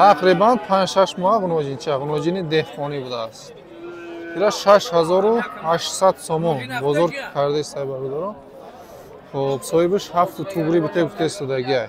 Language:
Tajik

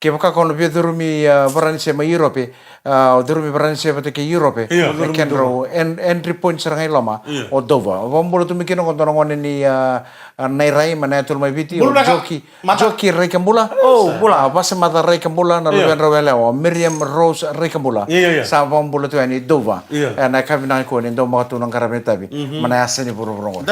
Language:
Fijian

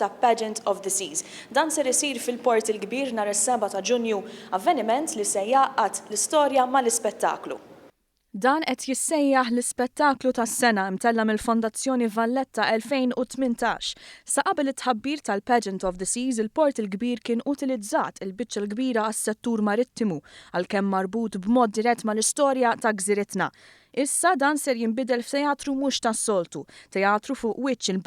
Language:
Maltese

